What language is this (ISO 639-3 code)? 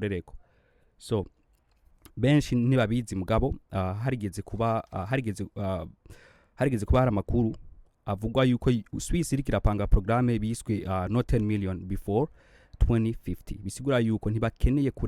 run